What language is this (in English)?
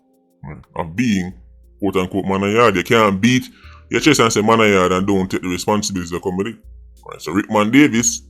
Jamaican Creole English